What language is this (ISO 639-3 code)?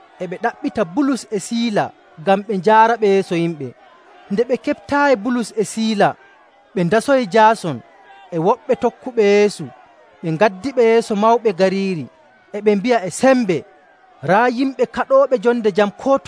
fuv